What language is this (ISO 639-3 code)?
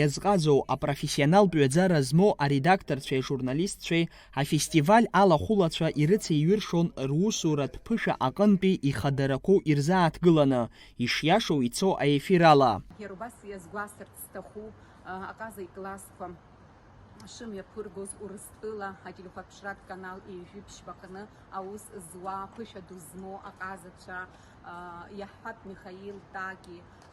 abk